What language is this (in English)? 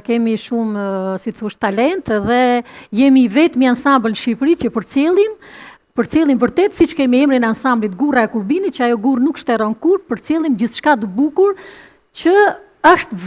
Albanian